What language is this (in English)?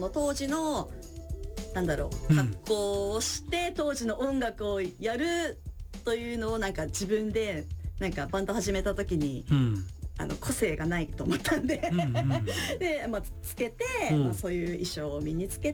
Japanese